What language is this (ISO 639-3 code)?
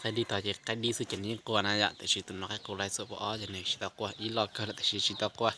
hmn